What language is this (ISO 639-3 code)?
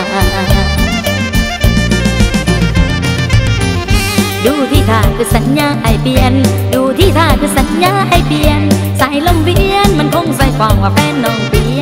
tha